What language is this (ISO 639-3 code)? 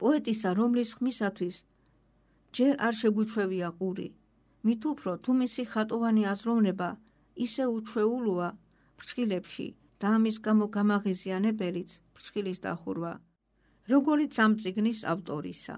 kat